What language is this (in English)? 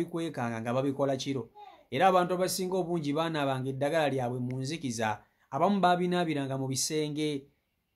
Ganda